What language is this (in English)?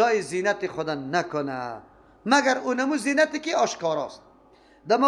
Persian